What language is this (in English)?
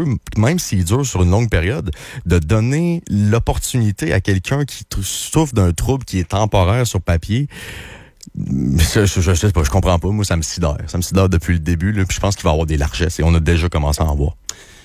French